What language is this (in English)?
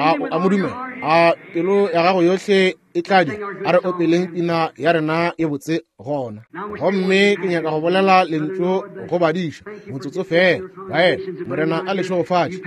Northern Sotho